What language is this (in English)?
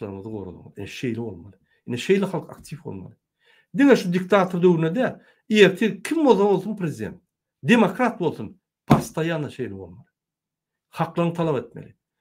Turkmen